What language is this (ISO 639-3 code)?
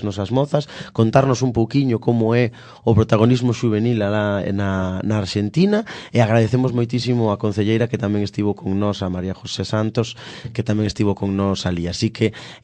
glg